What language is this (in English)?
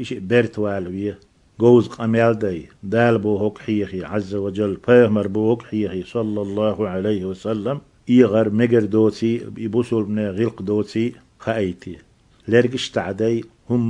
Chechen